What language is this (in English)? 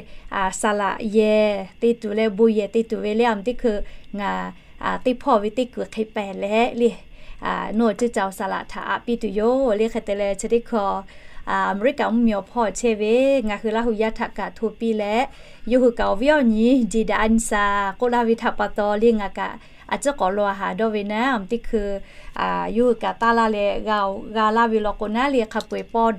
Lahu